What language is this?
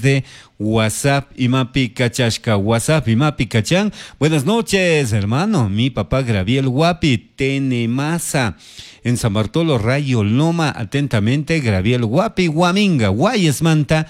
Chimborazo Highland Quichua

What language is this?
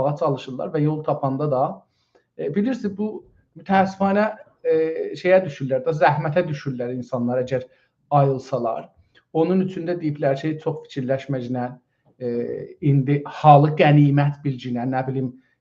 South Azerbaijani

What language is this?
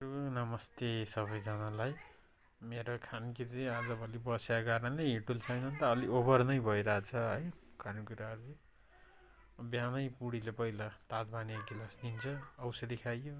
Nepali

